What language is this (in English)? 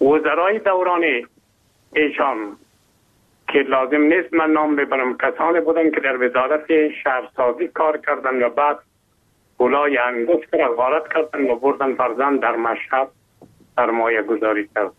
Persian